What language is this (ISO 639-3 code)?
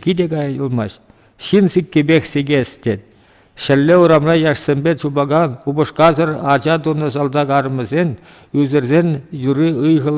chv